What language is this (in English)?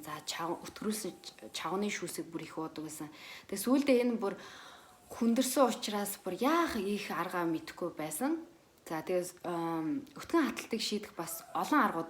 Mongolian